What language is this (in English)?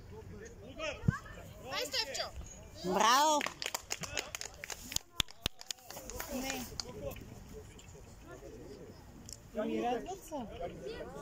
Bulgarian